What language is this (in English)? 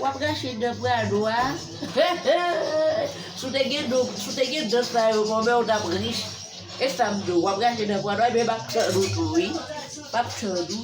Haitian Creole